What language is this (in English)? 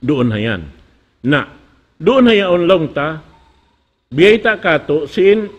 Tausug